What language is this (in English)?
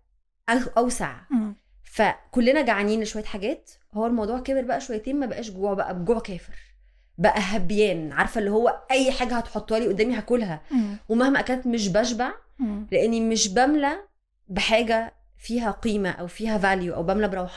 Egyptian Arabic